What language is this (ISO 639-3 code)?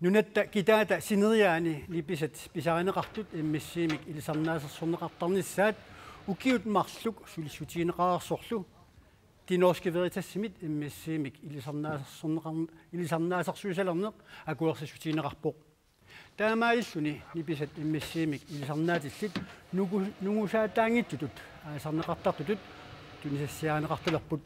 kal